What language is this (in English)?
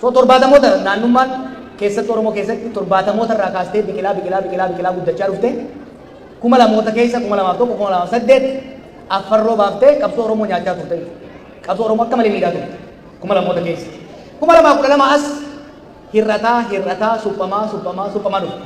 Oromo